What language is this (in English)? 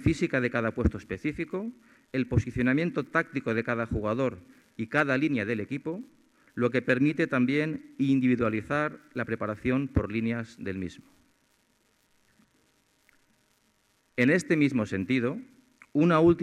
Spanish